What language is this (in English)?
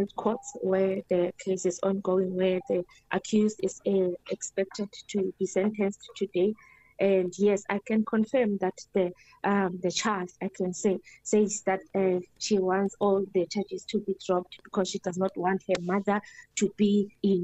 English